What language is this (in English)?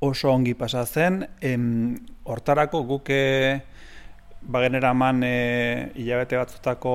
Basque